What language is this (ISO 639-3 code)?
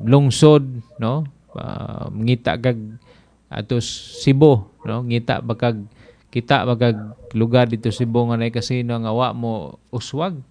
ceb